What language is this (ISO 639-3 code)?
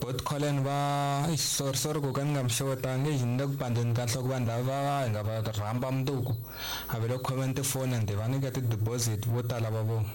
tso